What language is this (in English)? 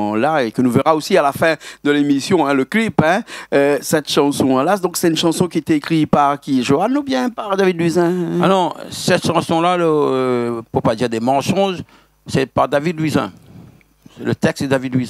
Réunion Creole French